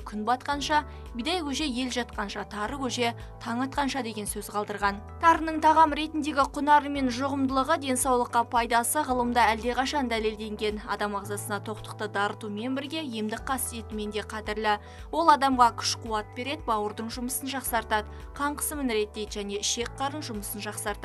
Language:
Kazakh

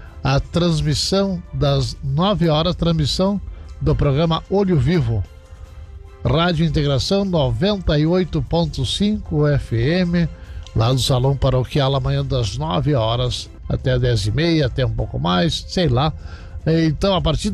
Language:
Portuguese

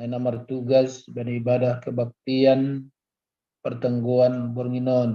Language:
Batak Simalungun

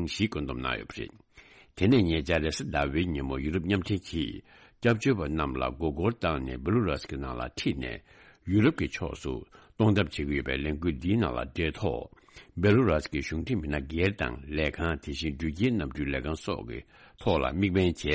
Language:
Tibetan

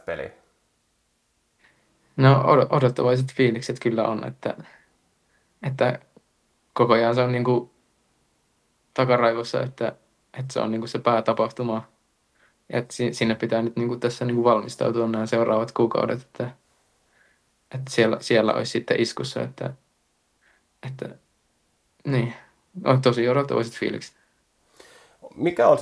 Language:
Finnish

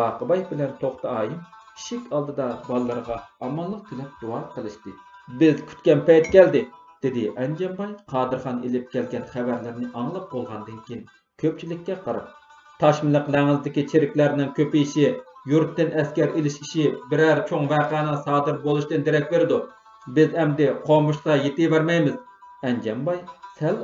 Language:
Uyghur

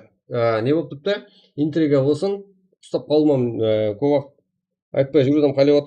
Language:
Kara-Kalpak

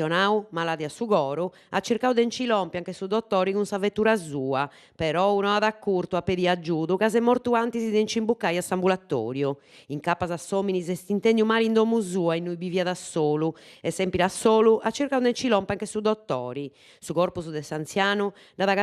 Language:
Sardinian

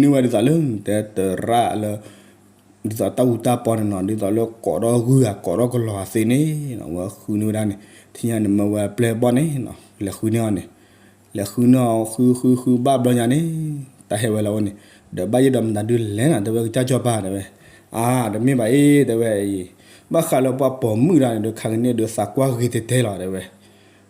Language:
S'gaw Karen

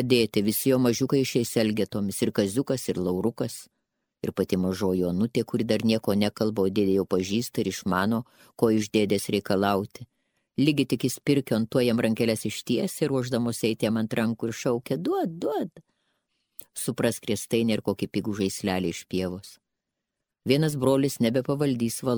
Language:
Lithuanian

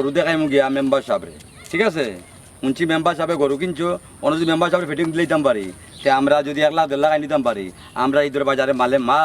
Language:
Sylheti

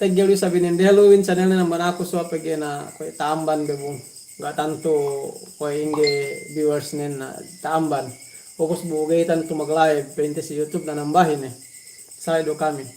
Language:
Yakan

